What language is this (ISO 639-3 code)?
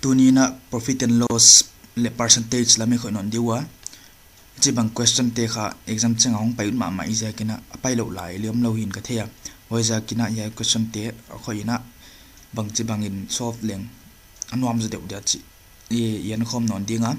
pck